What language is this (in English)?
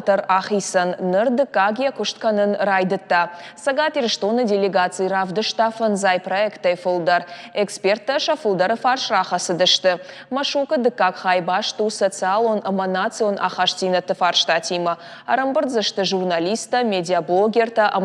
Ossetic